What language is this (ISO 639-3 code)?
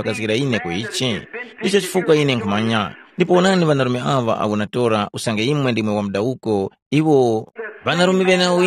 tum